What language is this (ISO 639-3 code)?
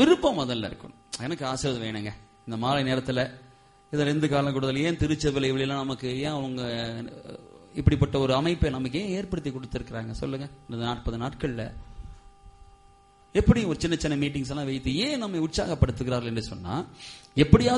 tam